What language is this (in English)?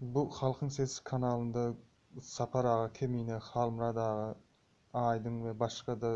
Turkmen